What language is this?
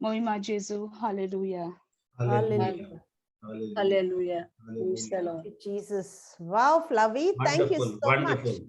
Konkani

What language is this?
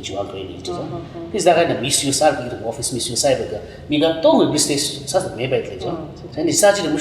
Tangkhul Naga (India)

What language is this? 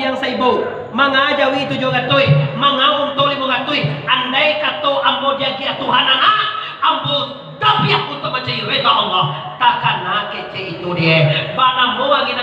Minangkabau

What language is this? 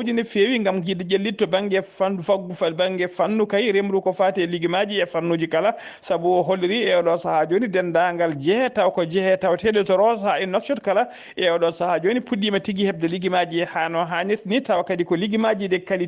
Fula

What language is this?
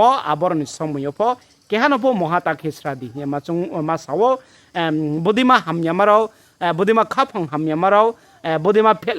Riang (India)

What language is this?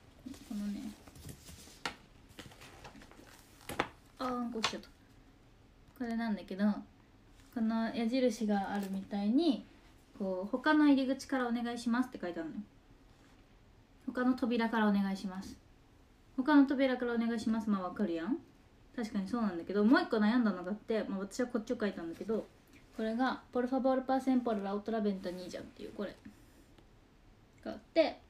Japanese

